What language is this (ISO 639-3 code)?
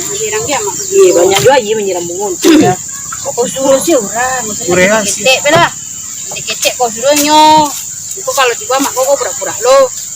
min